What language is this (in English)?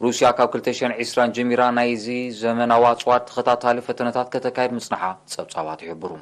Tigrinya